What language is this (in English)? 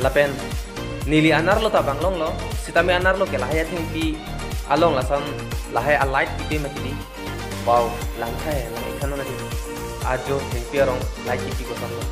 Karbi